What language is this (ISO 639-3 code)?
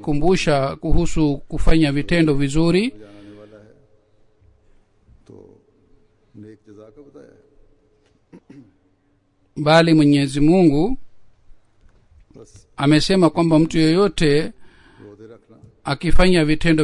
swa